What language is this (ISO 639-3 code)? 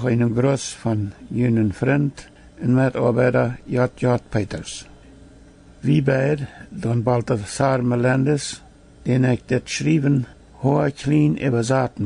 pdt